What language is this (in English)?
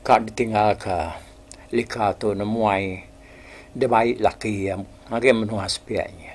Iban